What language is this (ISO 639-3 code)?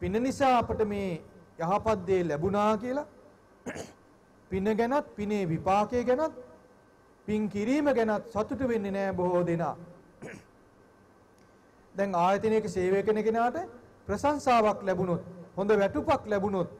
sin